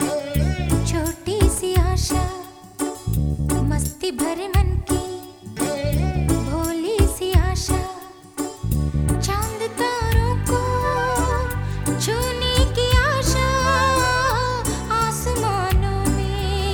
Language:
Hindi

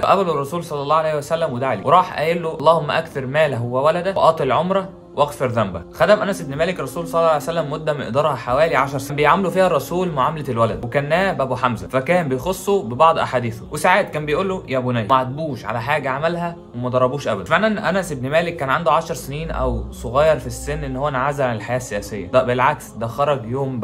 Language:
Egyptian Arabic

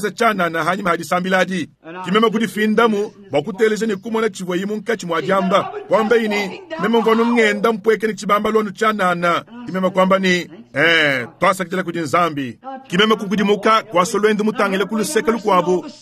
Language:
Luba-Lulua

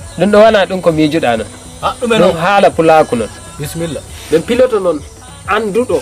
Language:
Nigerian Fulfulde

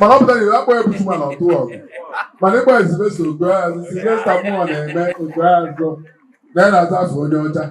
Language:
Igbo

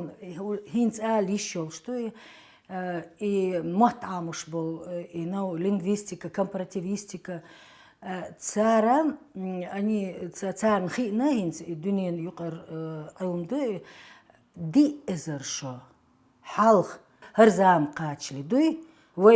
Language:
Chechen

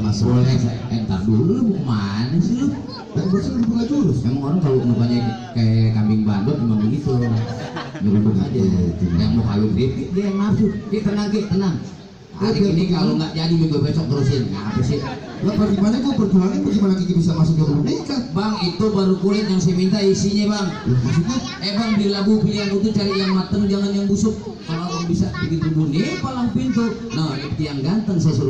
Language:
Betawi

